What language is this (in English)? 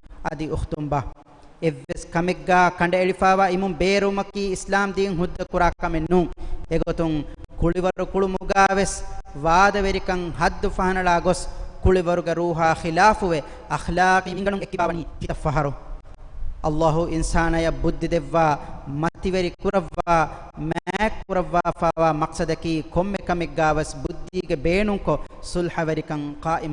Divehi